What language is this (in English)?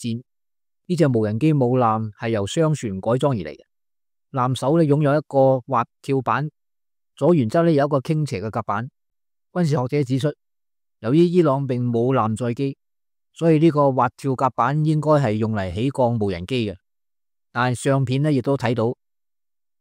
Cantonese